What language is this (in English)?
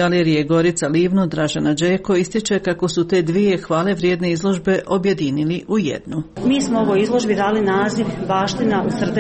Croatian